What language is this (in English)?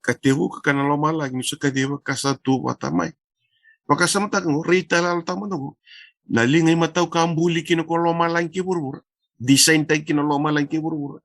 Fijian